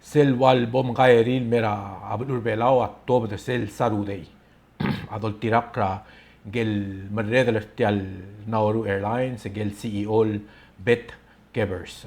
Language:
Palauan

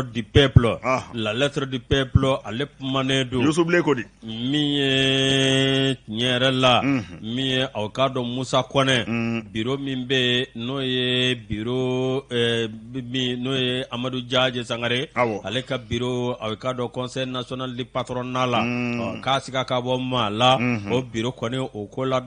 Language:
Bambara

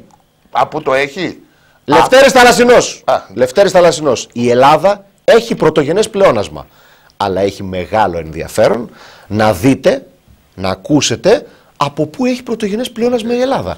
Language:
Greek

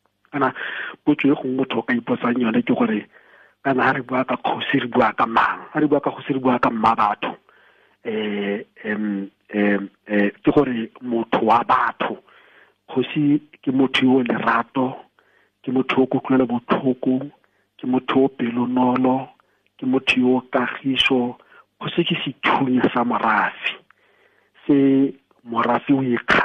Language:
Tswana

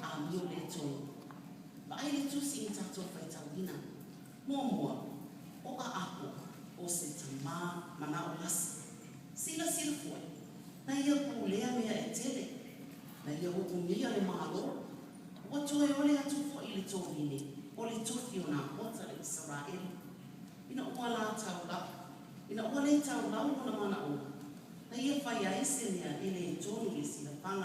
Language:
Samoan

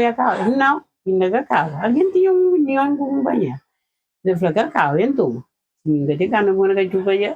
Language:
Kabuverdianu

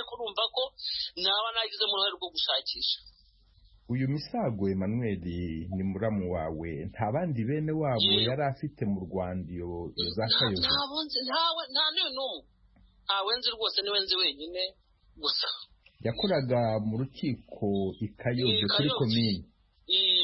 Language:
Kinyarwanda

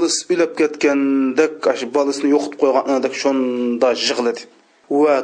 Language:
Uyghur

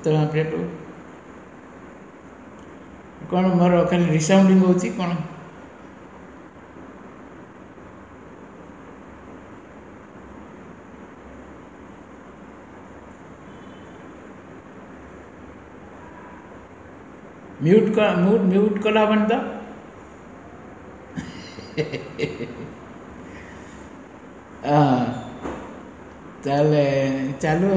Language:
Odia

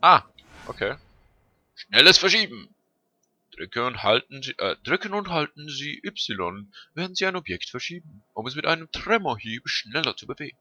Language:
Swiss German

